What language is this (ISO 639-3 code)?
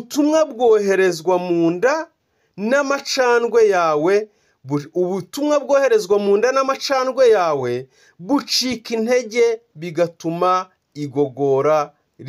kin